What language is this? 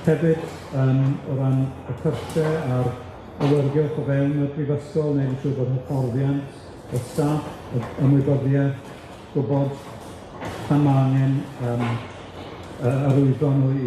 Welsh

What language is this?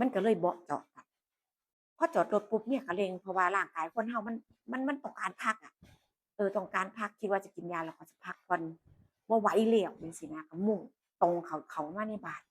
Northeastern Thai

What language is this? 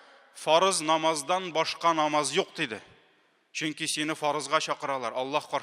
Tatar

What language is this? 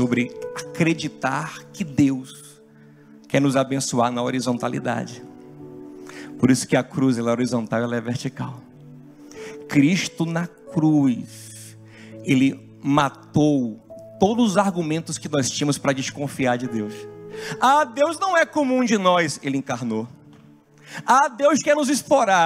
Portuguese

